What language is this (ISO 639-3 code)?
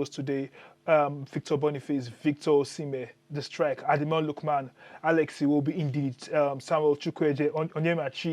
pcm